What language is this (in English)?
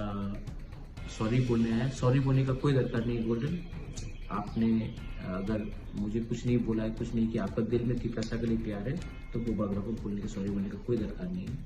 Riang (India)